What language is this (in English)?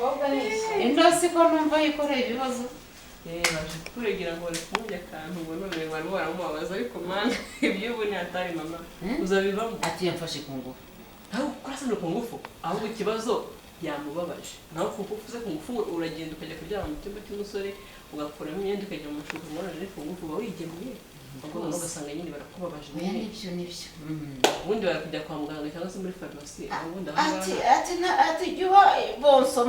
Kinyarwanda